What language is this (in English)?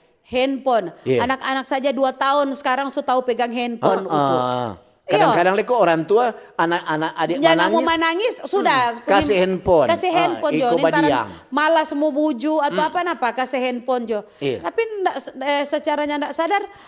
Manado Malay